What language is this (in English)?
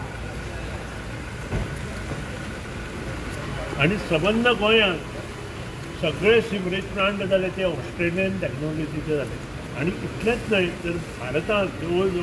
Konkani